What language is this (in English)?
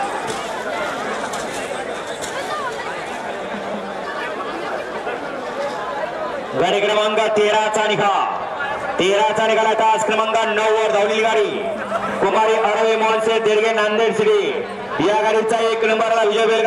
Marathi